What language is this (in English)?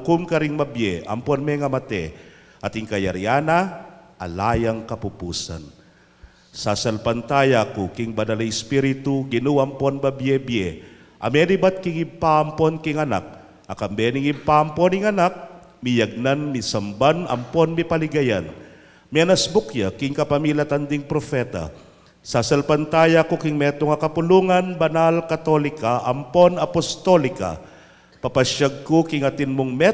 Pampanga